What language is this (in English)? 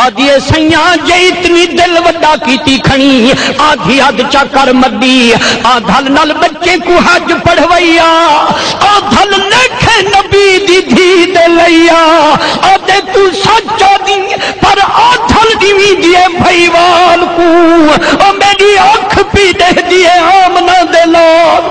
Saraiki